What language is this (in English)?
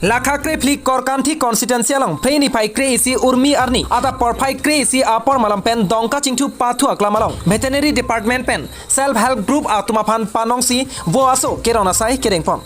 Karbi